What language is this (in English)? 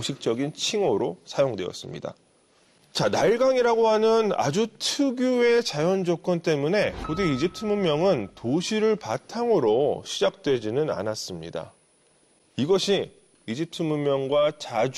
Korean